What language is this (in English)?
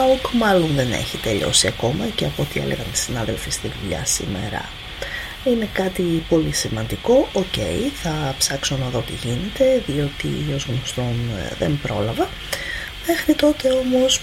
Greek